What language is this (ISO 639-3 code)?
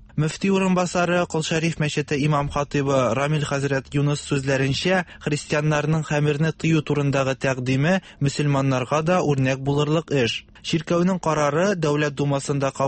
tat